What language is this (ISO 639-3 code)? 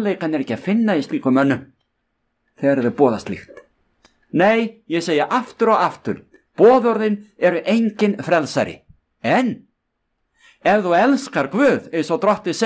isl